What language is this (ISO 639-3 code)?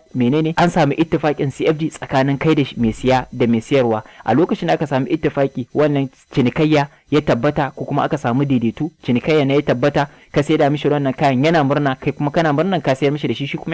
hau